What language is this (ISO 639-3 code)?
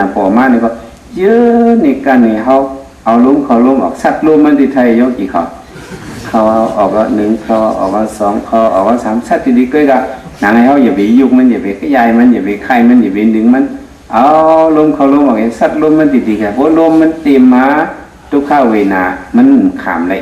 shn